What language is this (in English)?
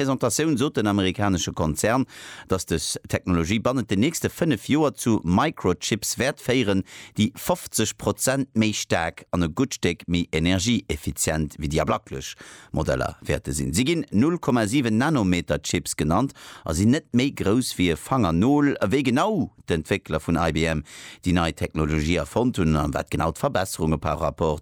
Luxembourgish